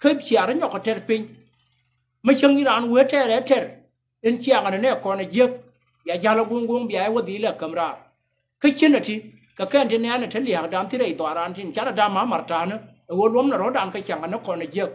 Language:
Nuer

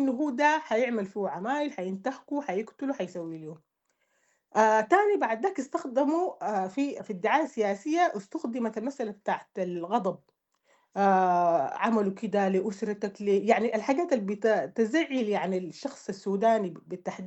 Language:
Sudanese Arabic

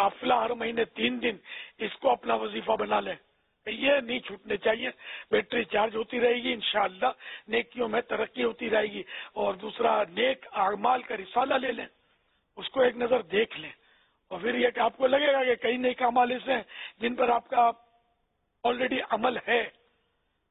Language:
Urdu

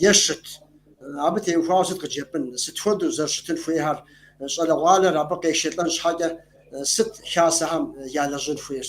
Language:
Kabardian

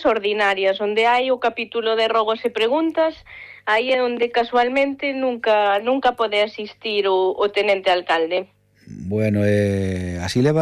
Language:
Galician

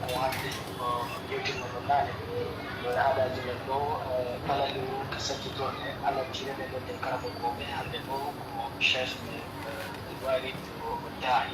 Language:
Pular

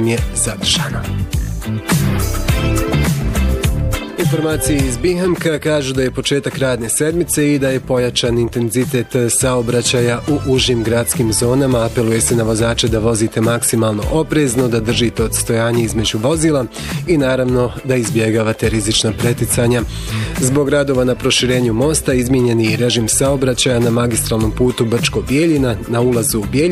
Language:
Bosnian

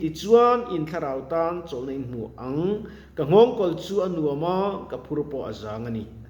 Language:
Mizo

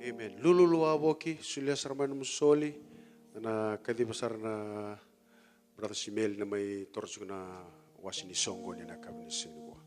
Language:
Fijian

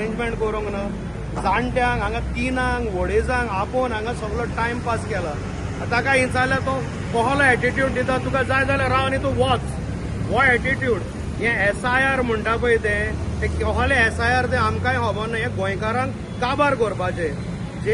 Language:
Konkani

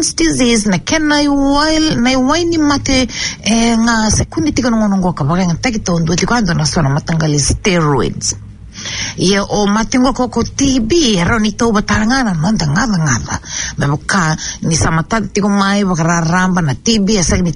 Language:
Fijian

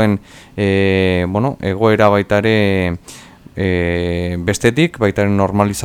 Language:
Basque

